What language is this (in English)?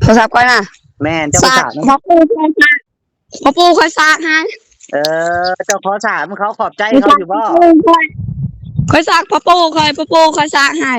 Lao